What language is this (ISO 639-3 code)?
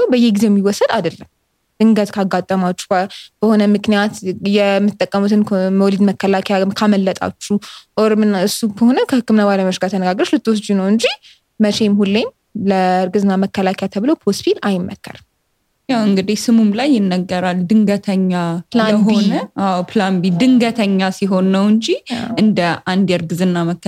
amh